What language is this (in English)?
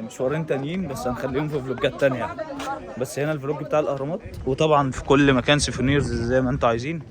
Egyptian Arabic